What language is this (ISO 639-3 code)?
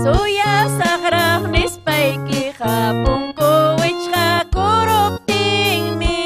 quy